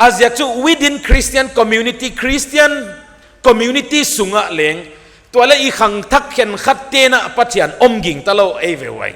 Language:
Paite Chin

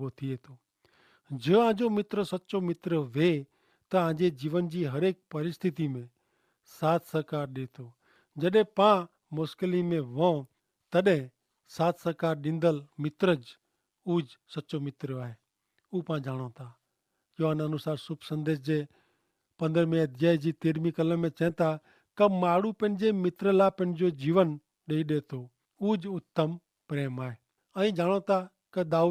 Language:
Kachhi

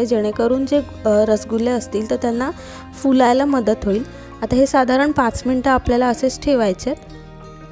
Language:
Marathi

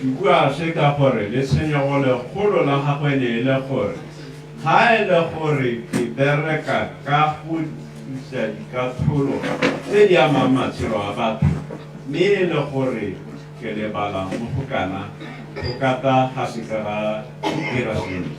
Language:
Tswana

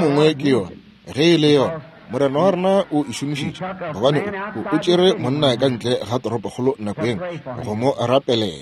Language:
Northern Sotho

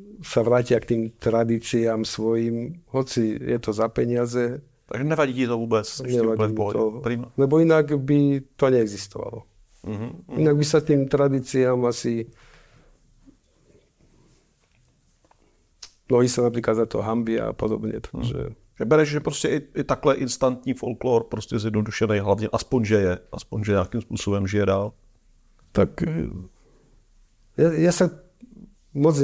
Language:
Slovak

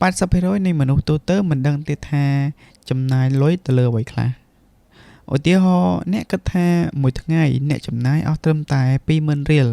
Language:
Khmer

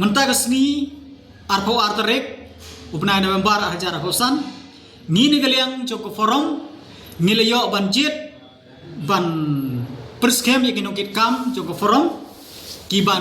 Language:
Khasi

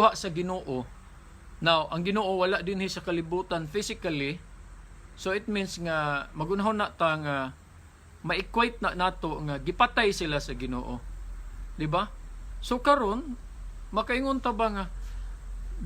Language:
Cebuano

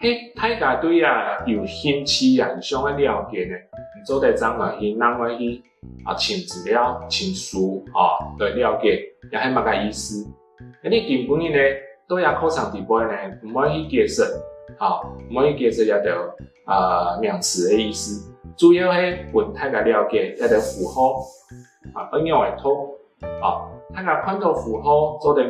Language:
Hakka Chinese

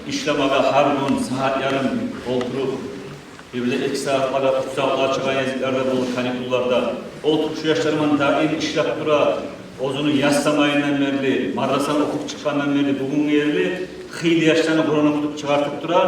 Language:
Kumyk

